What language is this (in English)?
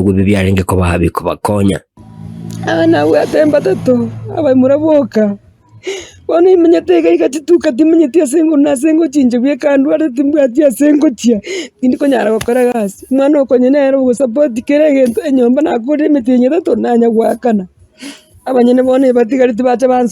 Gusii